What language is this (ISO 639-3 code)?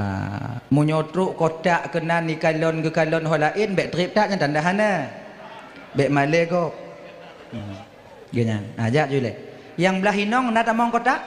ace